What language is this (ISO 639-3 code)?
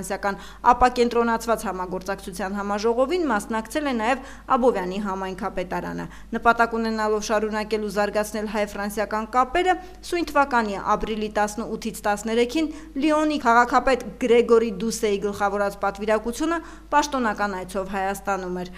hye